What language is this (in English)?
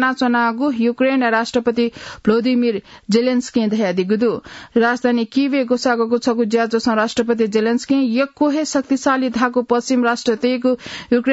Newari